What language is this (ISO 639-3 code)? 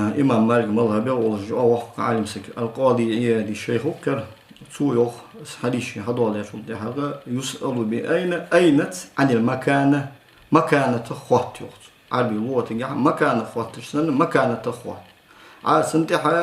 inh